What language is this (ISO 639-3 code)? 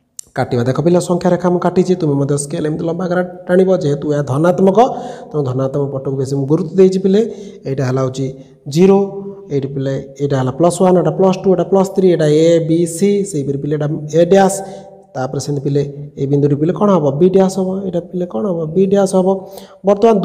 ori